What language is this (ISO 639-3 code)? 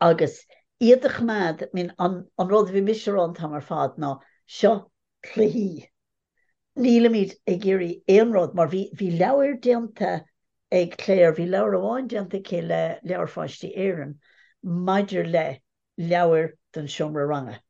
gle